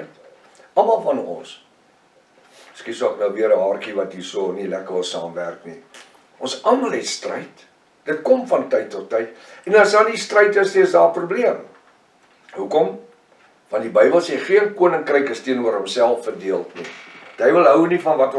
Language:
Afrikaans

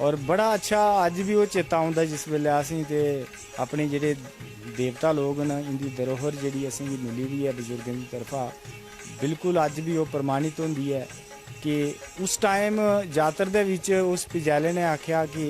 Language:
Dogri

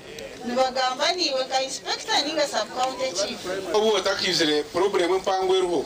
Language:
Nyankole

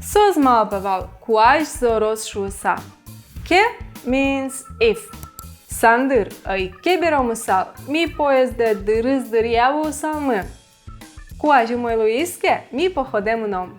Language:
Udmurt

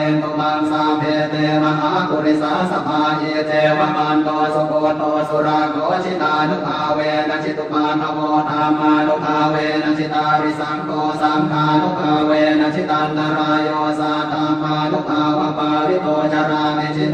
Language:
Pali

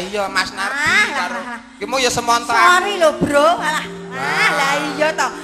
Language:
Javanese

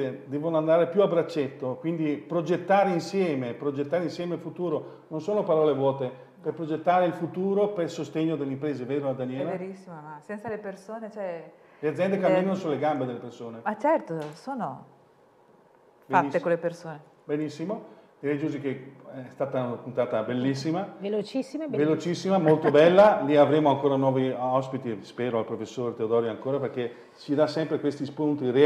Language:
Italian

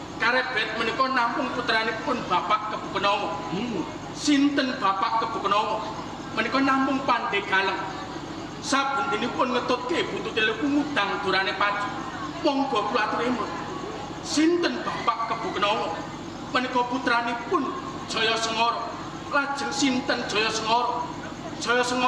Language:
Javanese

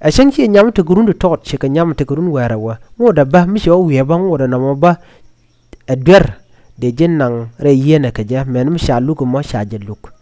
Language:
Nuer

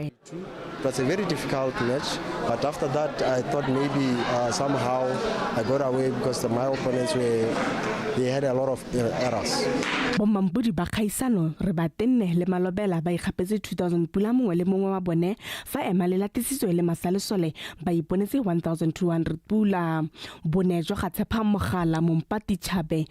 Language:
Tswana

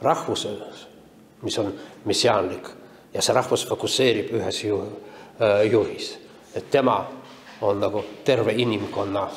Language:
Estonian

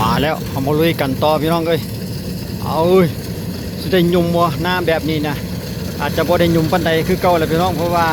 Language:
Lao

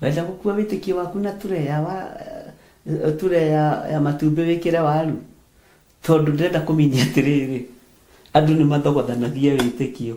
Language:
Kikuyu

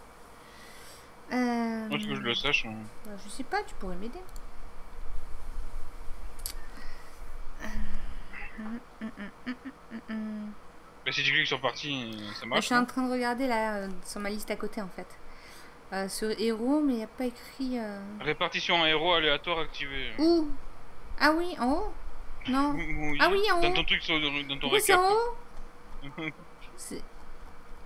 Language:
French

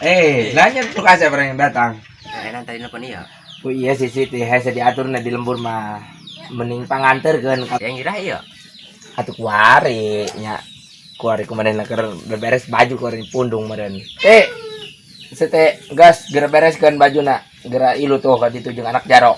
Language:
Sundanese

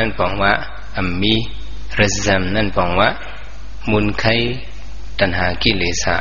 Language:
Shan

